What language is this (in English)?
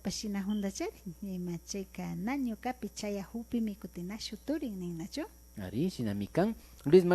Imbabura Highland Quichua